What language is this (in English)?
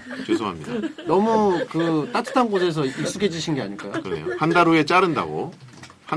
Korean